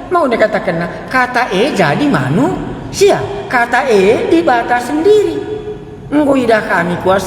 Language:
Batak Karo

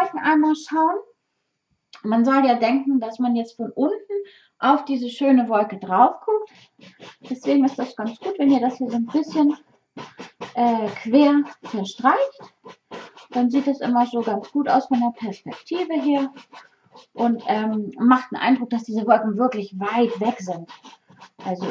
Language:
German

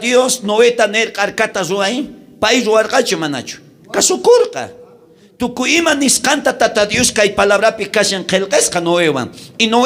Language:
South Bolivian Quechua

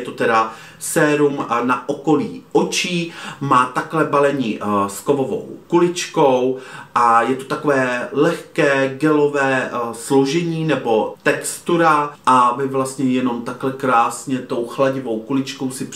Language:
Czech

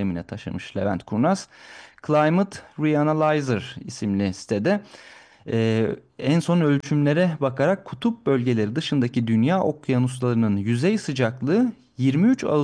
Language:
Turkish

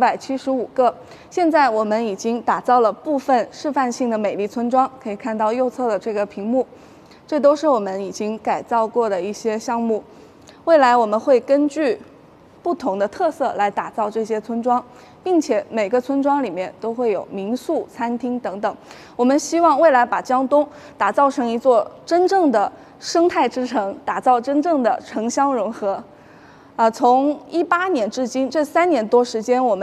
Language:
Chinese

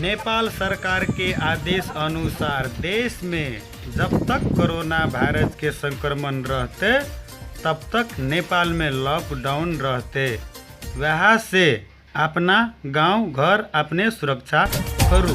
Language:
Maithili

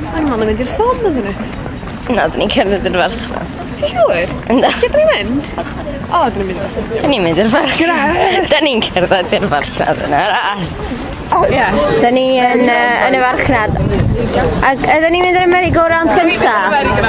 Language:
Welsh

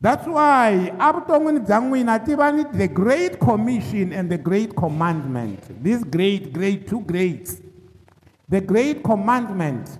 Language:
Tsonga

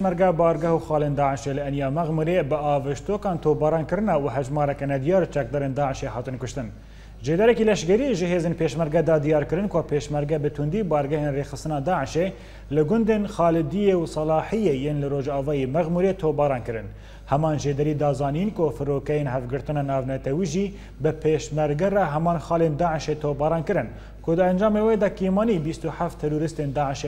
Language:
Kurdish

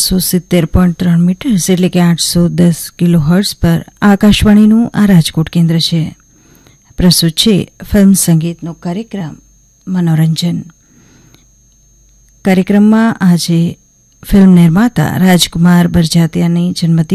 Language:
Gujarati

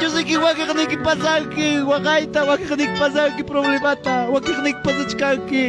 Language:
Ayacucho Quechua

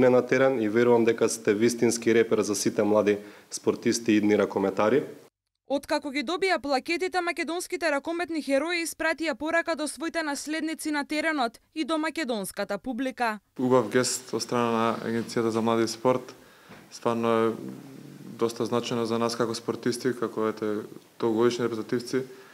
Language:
Macedonian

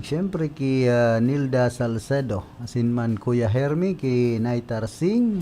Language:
Bikol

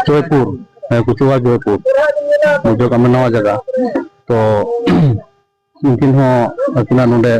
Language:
Santali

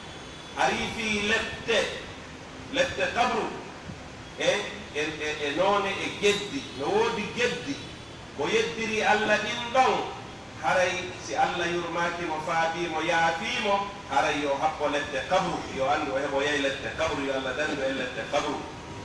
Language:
Pular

